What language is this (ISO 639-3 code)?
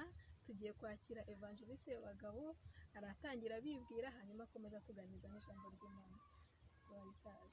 kin